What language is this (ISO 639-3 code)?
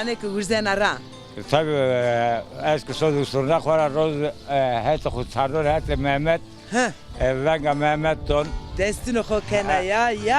zza